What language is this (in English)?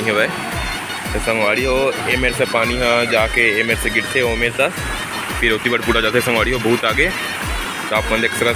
Chhattisgarhi